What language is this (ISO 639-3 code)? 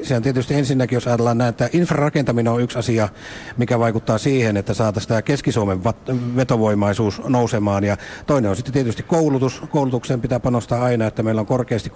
fin